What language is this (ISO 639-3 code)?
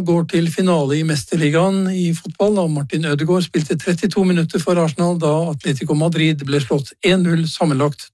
nor